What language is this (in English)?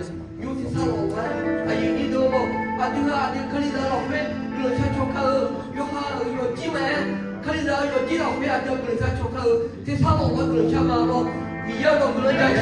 Akha